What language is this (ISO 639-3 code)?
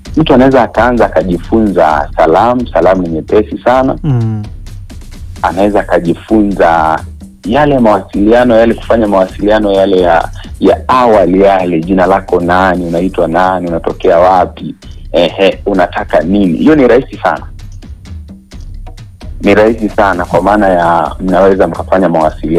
swa